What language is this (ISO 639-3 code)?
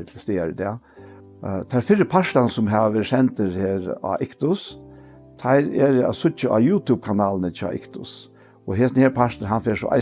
fao